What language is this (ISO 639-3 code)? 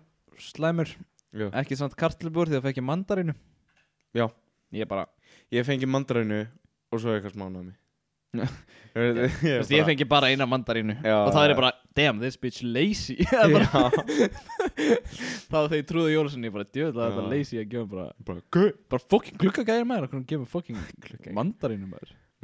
isl